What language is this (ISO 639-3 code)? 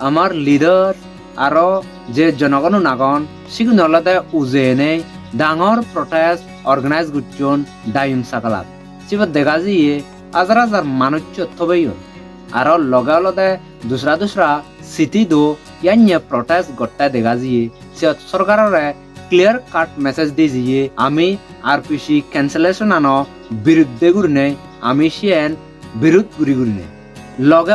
ccp